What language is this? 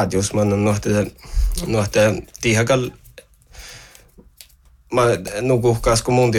Northern Sami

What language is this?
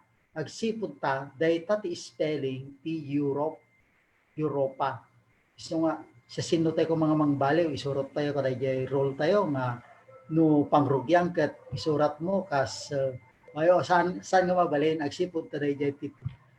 Iloko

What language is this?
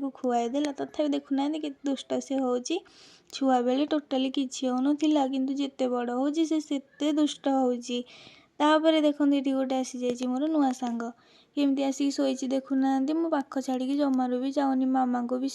Odia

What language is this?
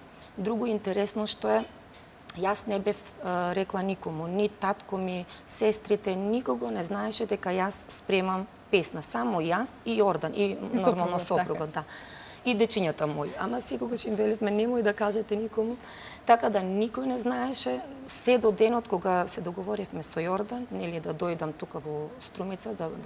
Macedonian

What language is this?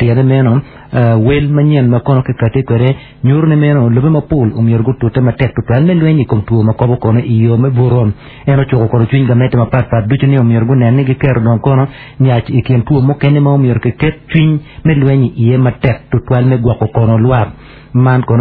Acoli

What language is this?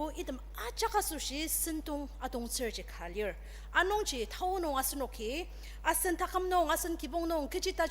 Ao Naga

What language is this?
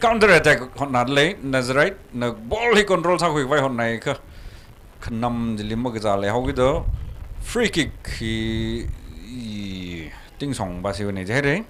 Tangkhul Naga (India)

